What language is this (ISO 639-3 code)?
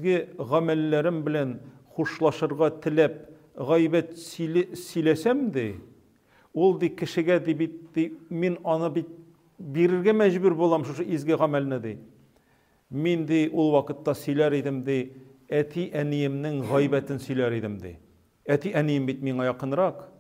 tat